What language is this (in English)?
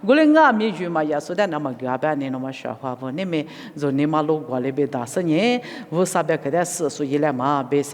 Lisu